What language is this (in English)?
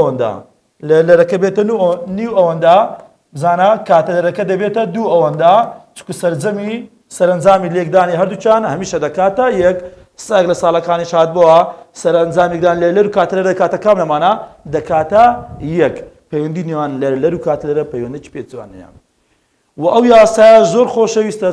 Central Kurdish